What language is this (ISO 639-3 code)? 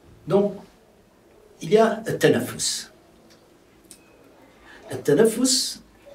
fra